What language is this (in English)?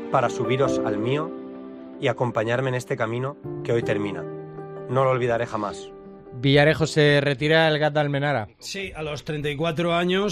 Spanish